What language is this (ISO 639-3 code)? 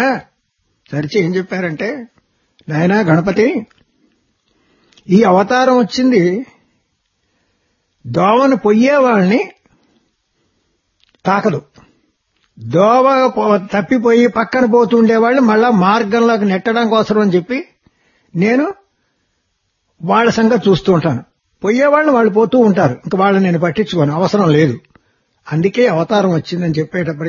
tel